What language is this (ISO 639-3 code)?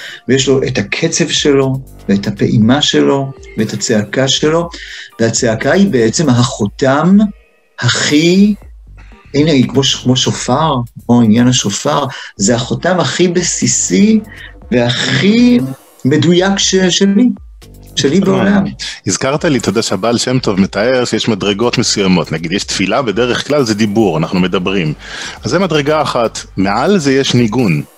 heb